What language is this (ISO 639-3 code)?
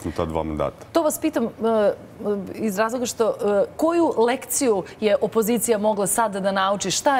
srp